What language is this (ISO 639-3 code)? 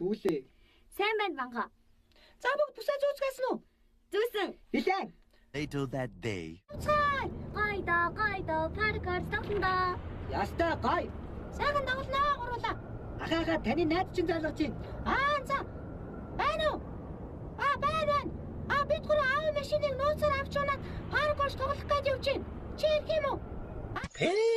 mon